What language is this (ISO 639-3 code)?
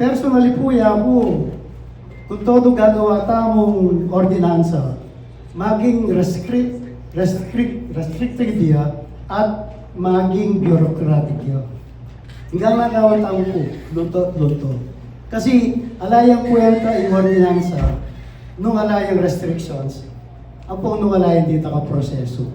pam